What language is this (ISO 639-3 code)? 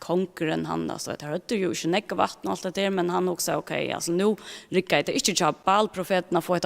fao